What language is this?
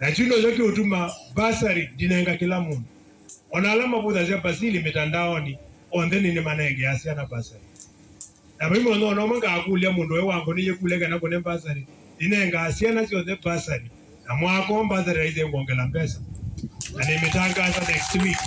Kamba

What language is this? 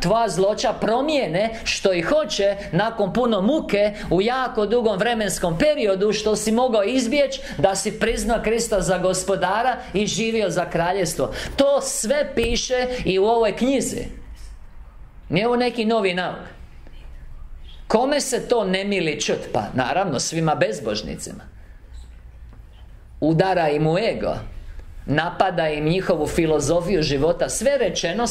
Croatian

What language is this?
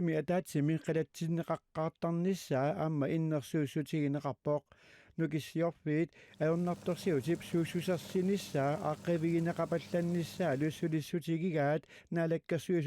Kalaallisut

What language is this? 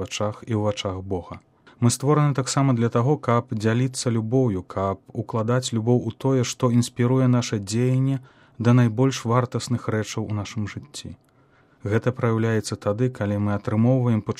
Belarusian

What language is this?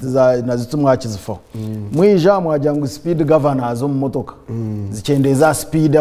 Nyankole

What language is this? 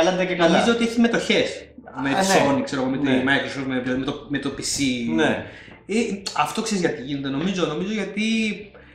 Greek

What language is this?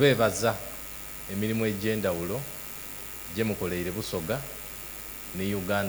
Soga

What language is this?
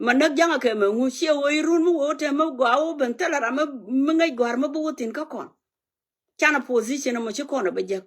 Nuer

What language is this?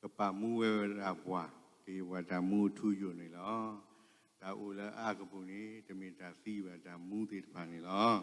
S'gaw Karen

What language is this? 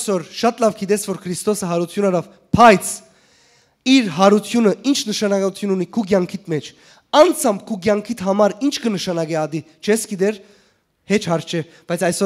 Western Armenian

